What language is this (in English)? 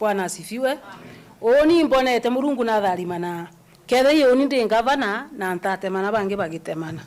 Meru